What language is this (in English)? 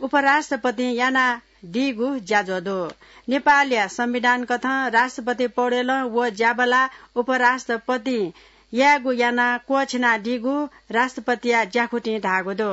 Newari